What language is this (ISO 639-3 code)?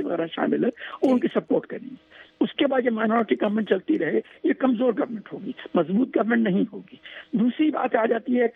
urd